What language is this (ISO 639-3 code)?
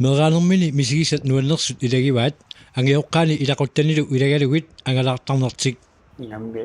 kal